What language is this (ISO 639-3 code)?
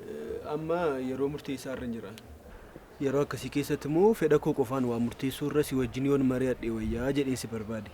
orm